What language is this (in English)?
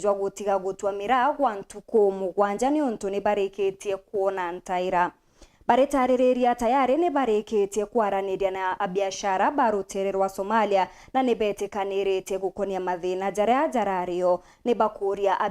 Meru